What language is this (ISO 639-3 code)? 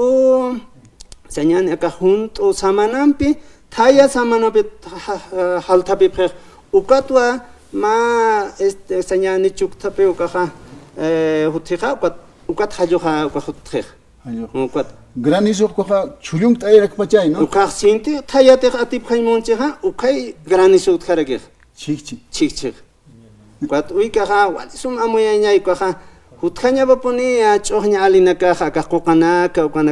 aym